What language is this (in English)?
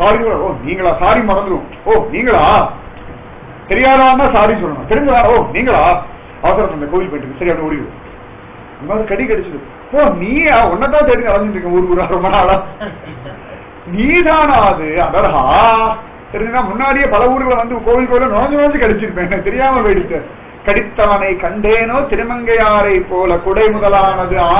Tamil